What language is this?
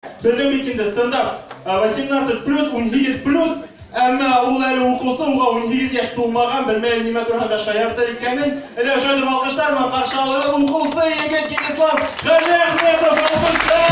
Bashkir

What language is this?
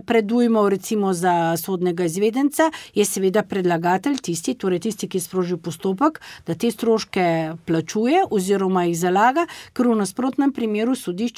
Slovenian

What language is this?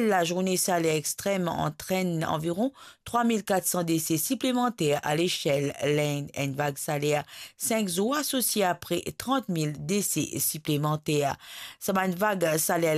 Morisyen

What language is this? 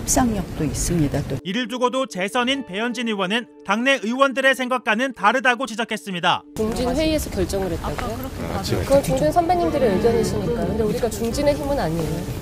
Korean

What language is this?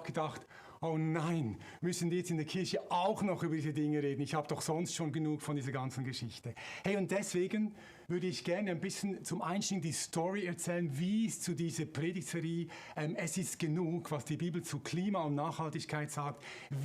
Swiss German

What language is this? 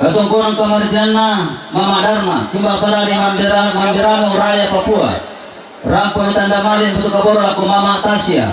Toraja-Sa'dan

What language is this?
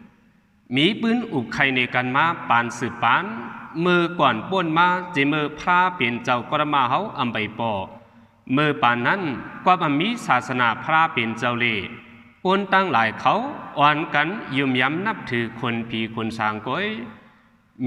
Shan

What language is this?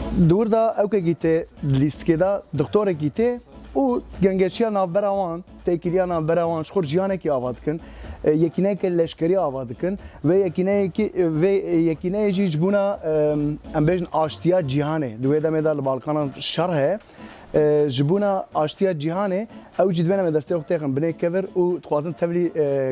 Kurdish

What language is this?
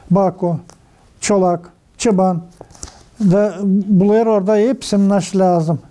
Gagauz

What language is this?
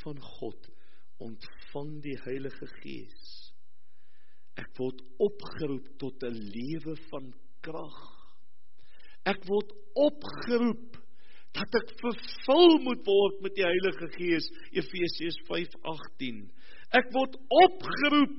Afrikaans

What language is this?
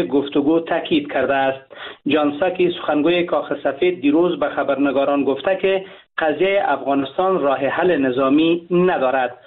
Persian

